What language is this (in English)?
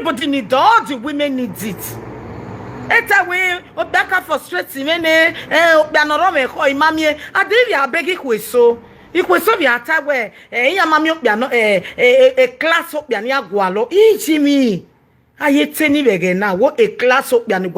Nigerian Pidgin